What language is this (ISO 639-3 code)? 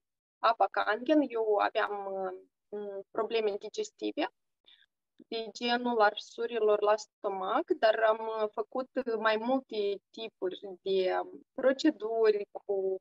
ron